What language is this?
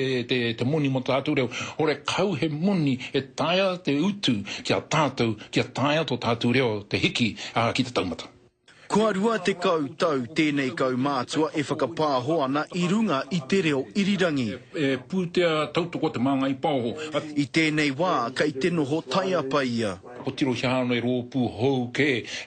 Māori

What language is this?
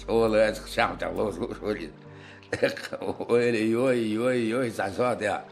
Chechen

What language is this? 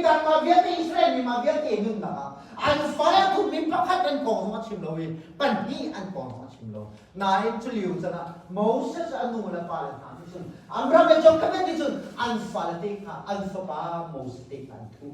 Hakha Chin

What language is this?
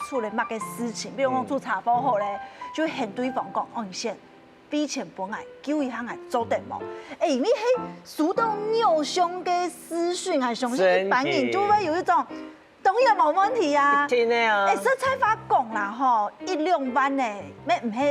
Hakka Chinese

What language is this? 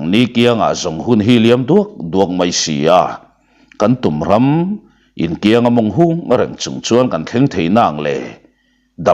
Mizo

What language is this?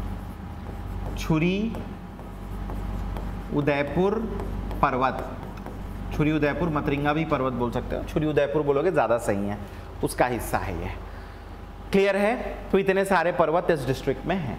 Hindi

